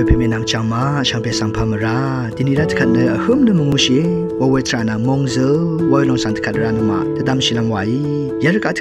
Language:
Rawang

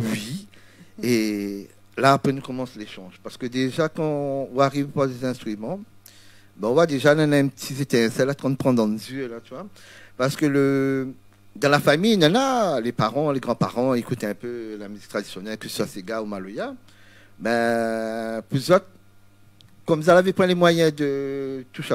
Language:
Réunion Creole French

